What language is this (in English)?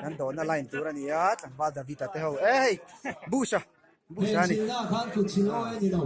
Mizo